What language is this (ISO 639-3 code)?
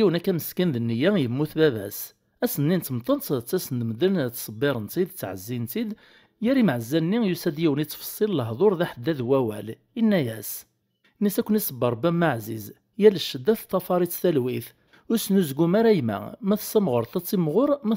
kab